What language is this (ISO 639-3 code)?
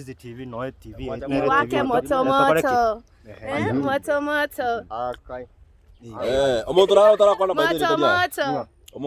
guz